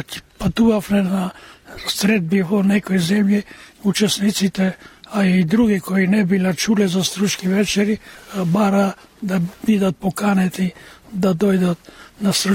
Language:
Macedonian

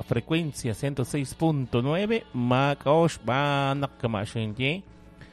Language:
Kekchí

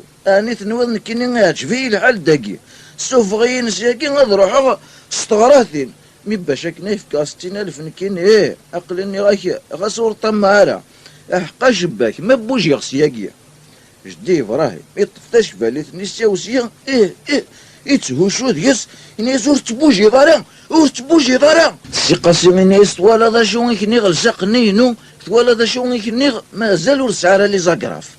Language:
Kabyle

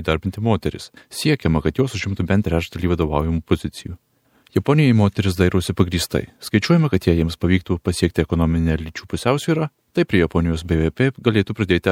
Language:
Lithuanian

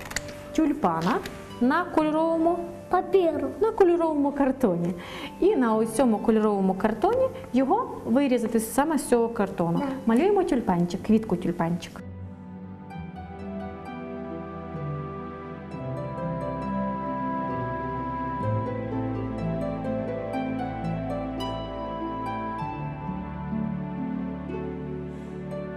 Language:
Ukrainian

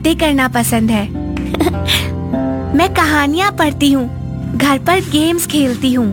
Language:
Hindi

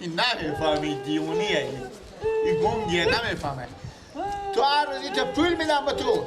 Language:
Persian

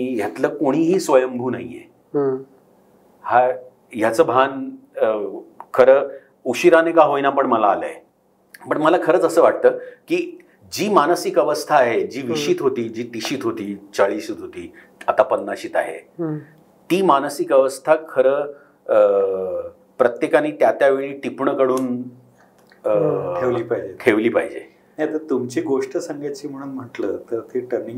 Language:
Marathi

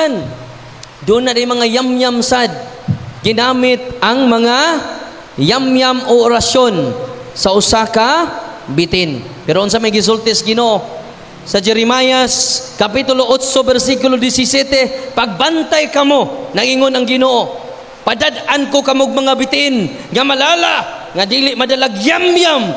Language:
Cebuano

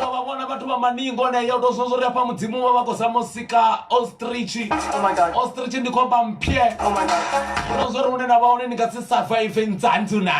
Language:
Venda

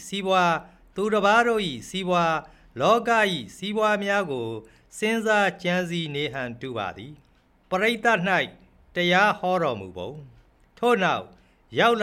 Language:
Burmese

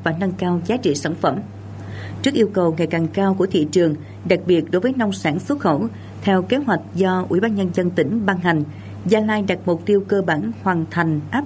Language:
Vietnamese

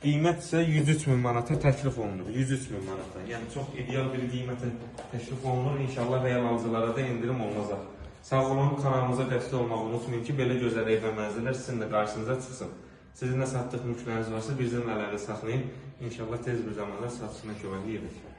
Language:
Azerbaijani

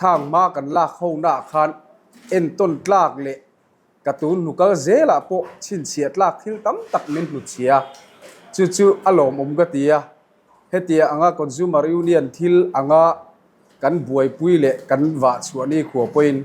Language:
Mizo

